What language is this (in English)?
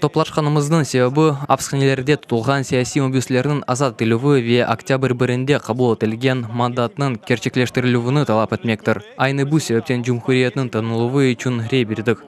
Crimean Tatar